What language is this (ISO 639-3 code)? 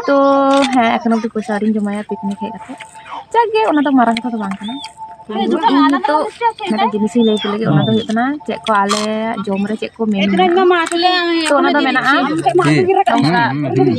sat